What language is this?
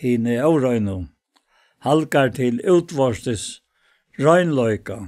Faroese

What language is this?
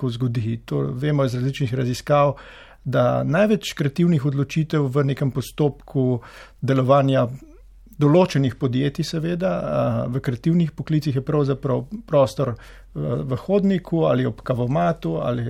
Slovenian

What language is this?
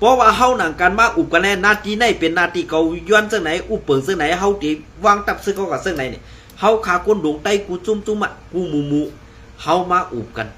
Shan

